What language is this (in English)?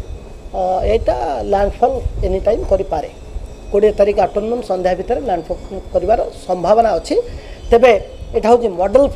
Odia